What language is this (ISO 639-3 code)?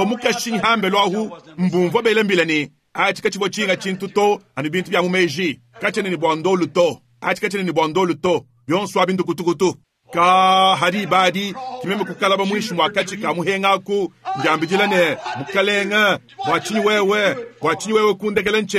lua